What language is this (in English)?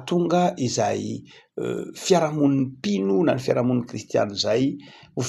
Malagasy